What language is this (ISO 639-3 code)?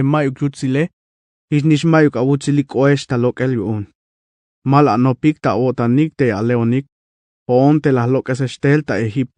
tzh